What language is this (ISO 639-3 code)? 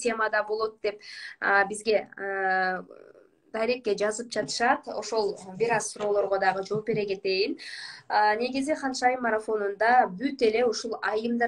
kir